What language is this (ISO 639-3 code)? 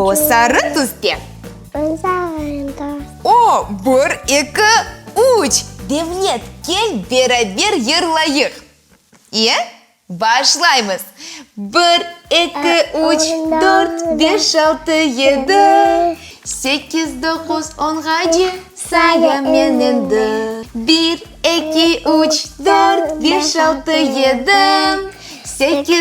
crh